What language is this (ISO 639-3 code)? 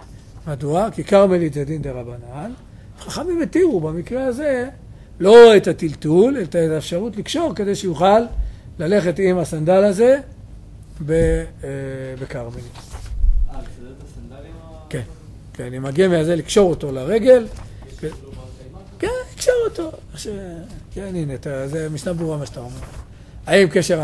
heb